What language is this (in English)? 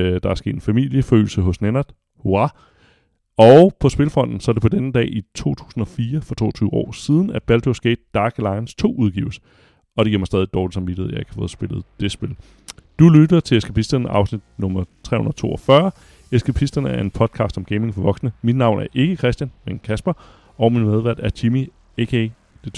Danish